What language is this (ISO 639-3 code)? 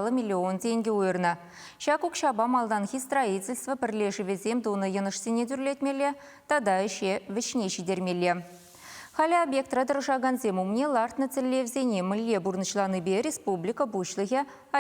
chv